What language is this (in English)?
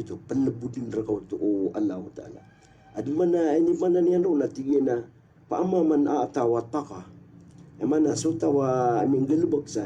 Maranao